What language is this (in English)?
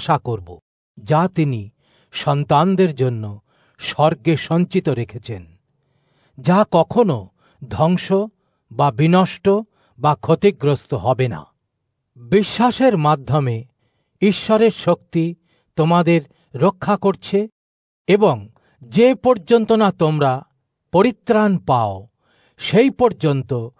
Bangla